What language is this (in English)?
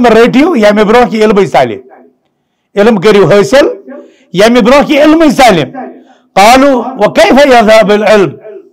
Kashmiri